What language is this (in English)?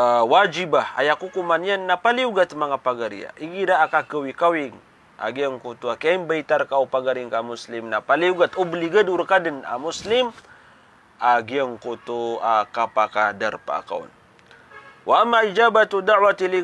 Maranao